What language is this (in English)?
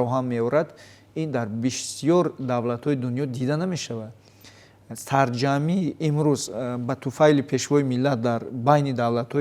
Tajik